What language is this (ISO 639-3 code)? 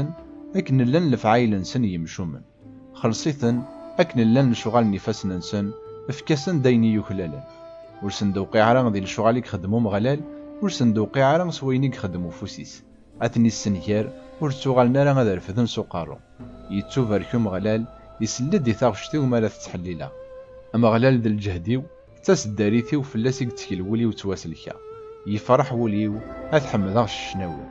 kab